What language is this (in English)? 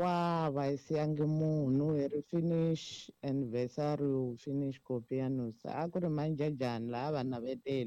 Tsonga